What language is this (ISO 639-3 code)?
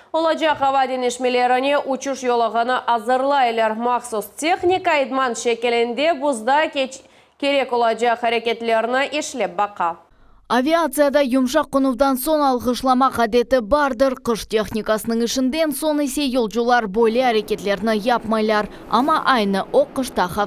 crh